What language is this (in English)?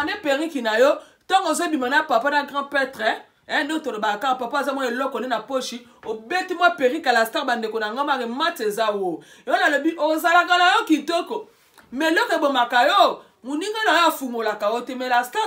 Lingala